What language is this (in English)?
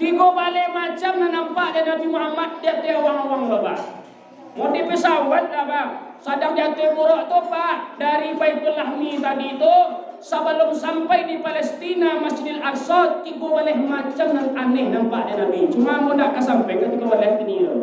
Minangkabau